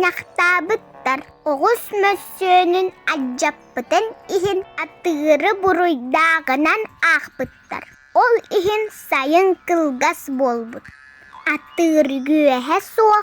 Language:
Yakut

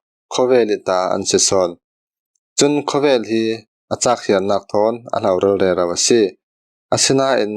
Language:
Falam Chin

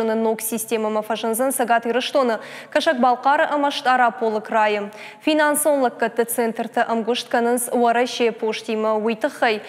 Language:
Ossetic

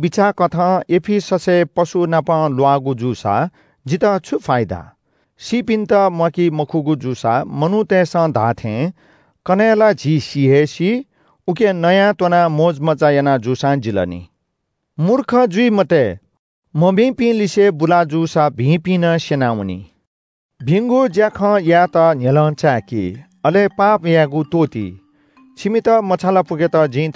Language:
Newari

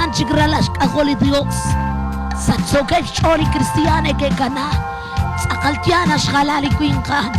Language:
Kekchí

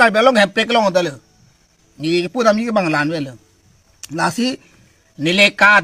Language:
Karbi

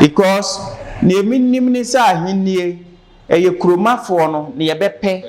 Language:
Akan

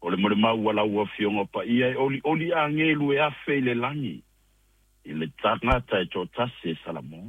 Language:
Samoan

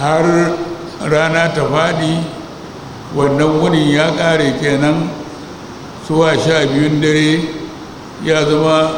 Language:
Hausa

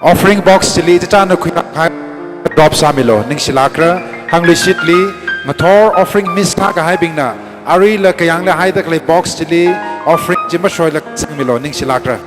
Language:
Tangkhul Naga (India)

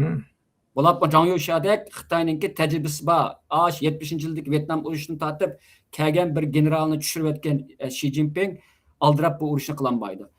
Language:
Uyghur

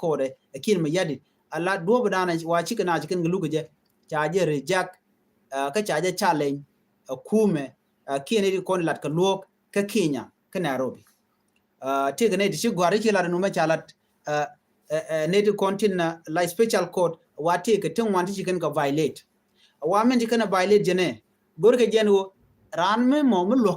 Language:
Nuer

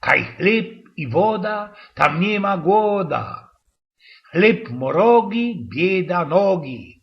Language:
Silesian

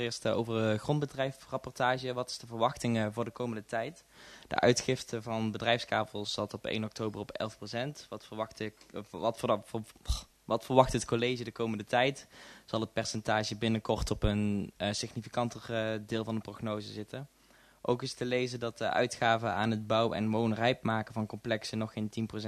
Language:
Dutch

